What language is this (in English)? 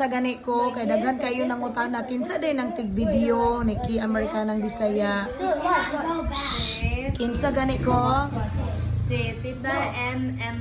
Cebuano